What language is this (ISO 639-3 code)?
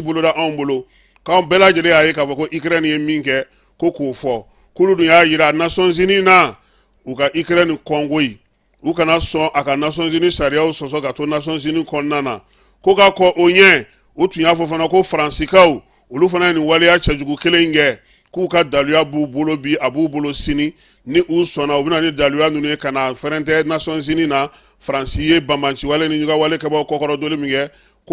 bam